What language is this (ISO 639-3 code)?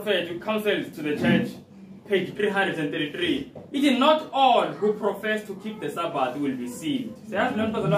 zul